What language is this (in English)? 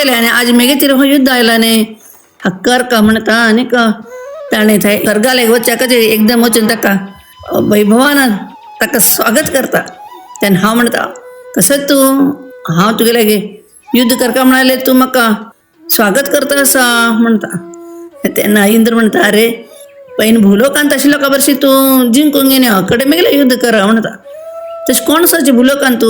Konkani